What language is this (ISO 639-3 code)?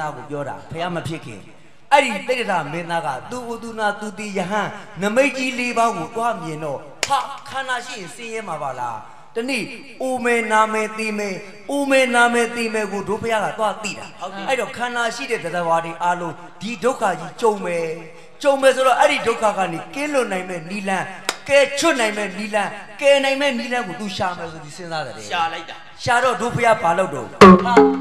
mya